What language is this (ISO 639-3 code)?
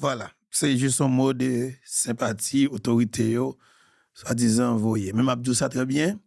hat